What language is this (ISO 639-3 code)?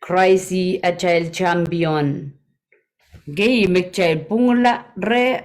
pon